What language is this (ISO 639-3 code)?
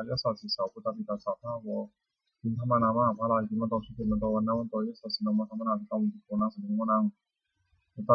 pli